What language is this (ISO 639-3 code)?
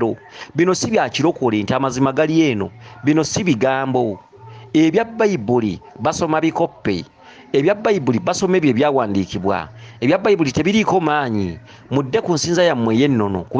lug